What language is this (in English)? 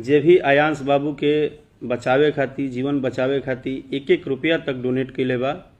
Bhojpuri